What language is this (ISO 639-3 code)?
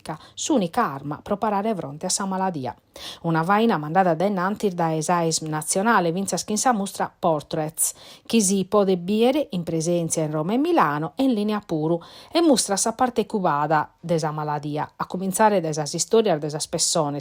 srd